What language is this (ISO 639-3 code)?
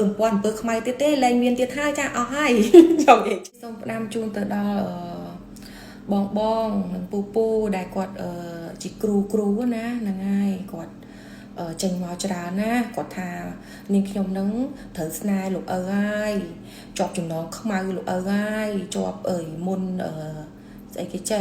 khm